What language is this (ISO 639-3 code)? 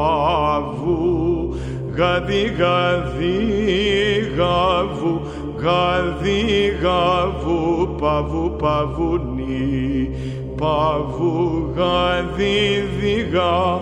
ell